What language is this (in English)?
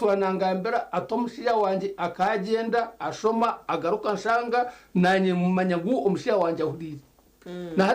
Nyankole